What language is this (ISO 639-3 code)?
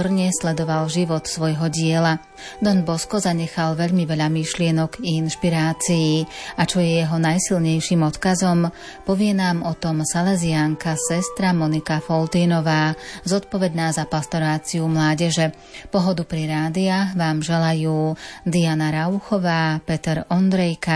slk